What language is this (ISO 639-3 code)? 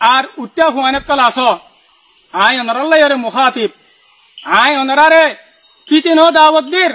rhg